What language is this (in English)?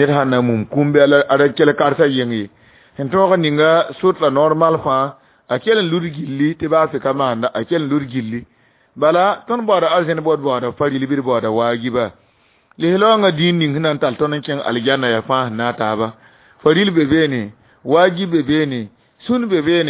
Mossi